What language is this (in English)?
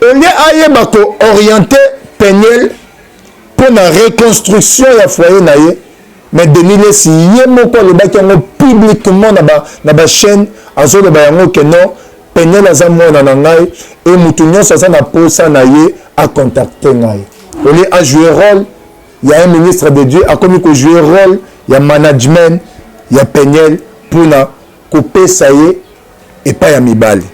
Lingala